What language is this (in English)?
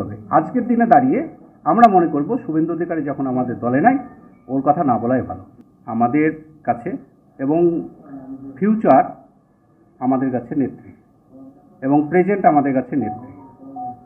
Bangla